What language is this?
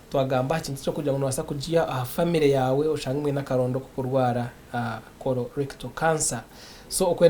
Nyankole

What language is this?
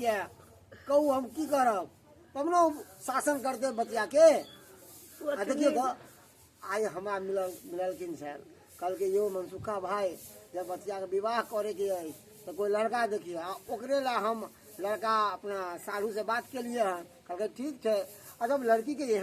Maithili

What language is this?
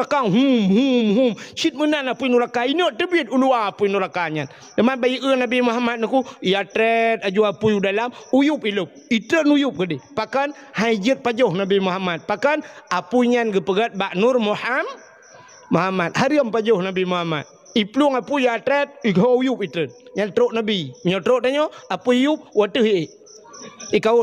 Achinese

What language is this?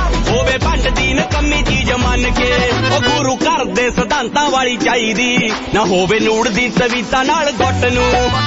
Punjabi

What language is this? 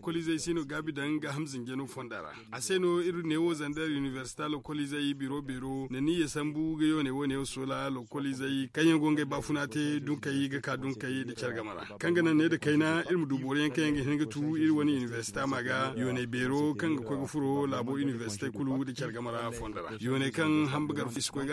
Zarma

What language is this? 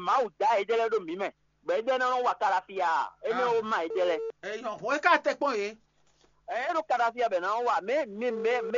Fon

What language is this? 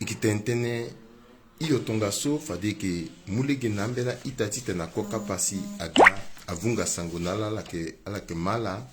Sango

